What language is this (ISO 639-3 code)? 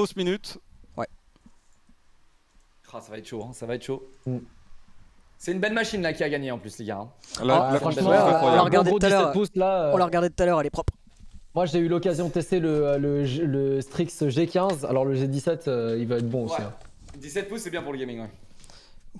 fra